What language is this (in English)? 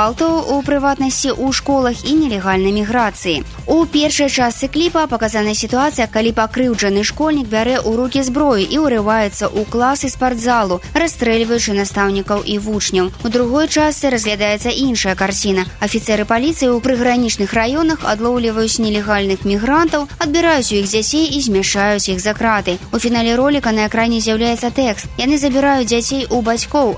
Belarusian